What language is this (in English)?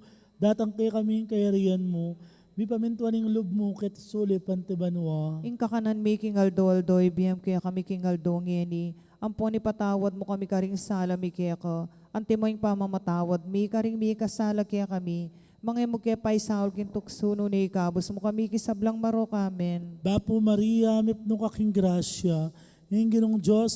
Pampanga